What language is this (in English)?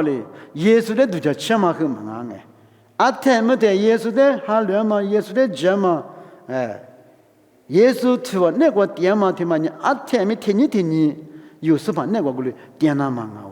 Lisu